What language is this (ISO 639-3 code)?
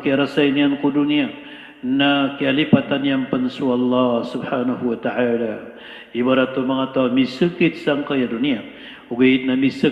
mrw